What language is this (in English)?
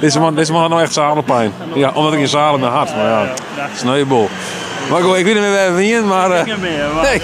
Western Frisian